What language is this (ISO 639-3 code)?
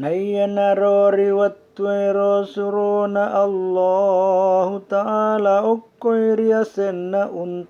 bug